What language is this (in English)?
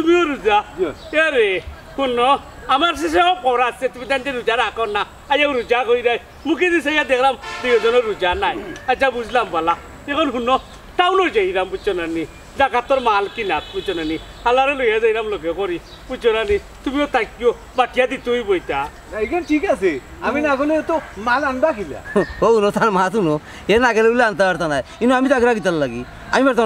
Sylheti